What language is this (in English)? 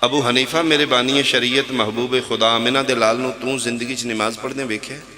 Pahari-Potwari